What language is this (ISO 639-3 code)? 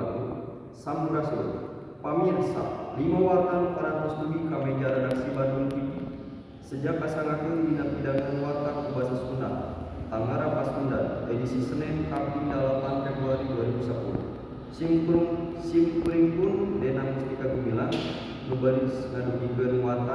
sun